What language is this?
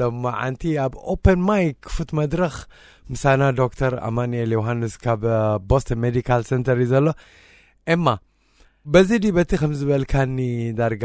Tigrinya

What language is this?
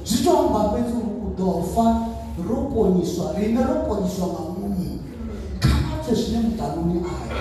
Venda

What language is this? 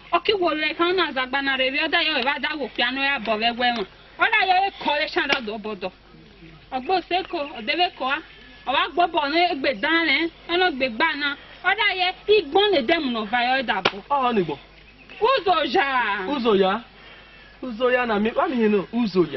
Esan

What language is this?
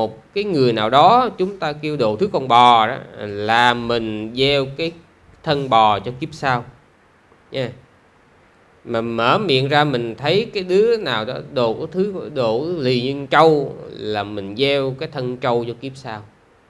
Vietnamese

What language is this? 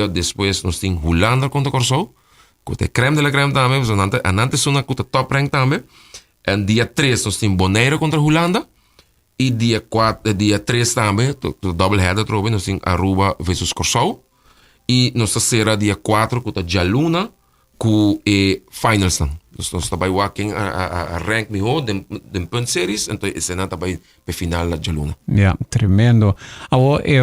Papiamento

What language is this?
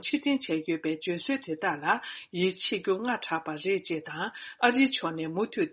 Tibetan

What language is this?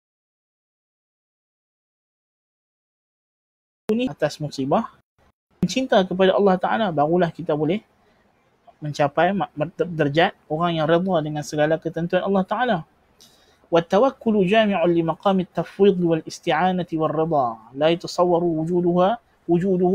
Malay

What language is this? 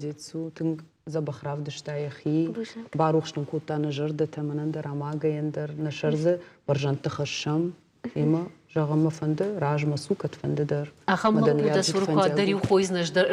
Ossetic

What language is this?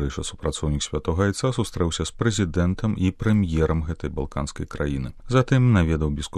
Belarusian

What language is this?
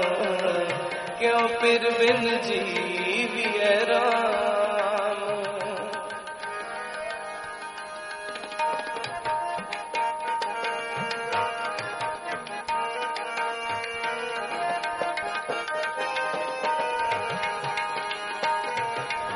Punjabi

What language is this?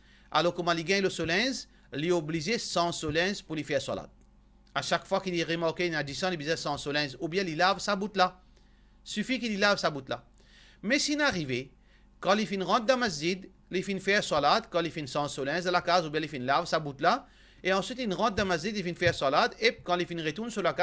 Morisyen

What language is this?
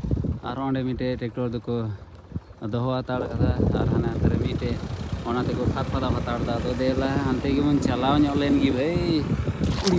Santali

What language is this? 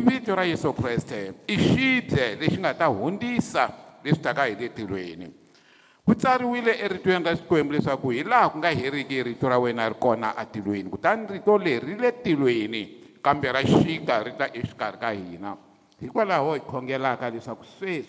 Tsonga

